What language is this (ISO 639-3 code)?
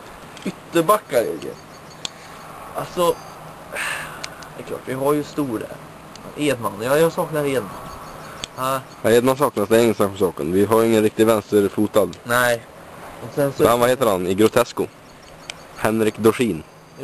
swe